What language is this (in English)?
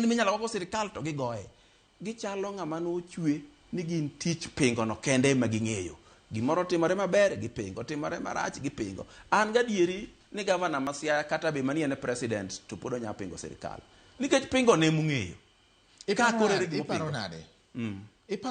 Luo (Kenya and Tanzania)